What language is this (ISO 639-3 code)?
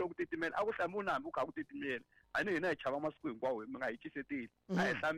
tso